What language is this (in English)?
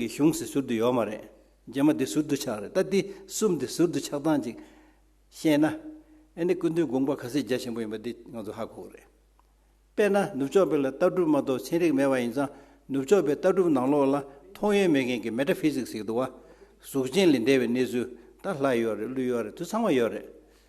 Tibetan